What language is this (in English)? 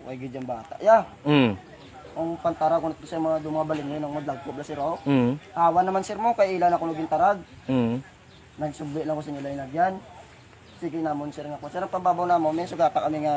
Hiligaynon